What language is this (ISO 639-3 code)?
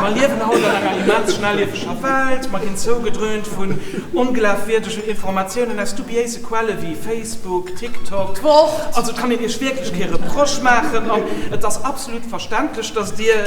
ltz